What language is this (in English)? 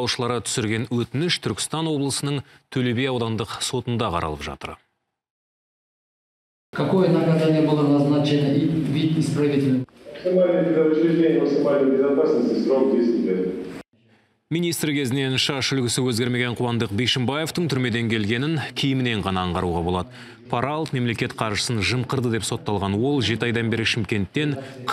Kazakh